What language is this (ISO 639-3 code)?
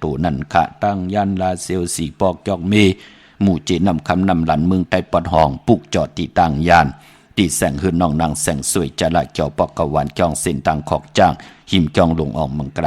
shn